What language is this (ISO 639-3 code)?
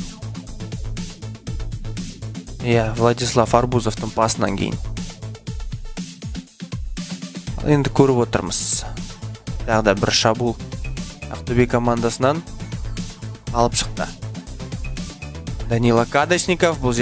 kaz